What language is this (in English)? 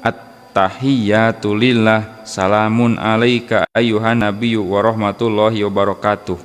Sundanese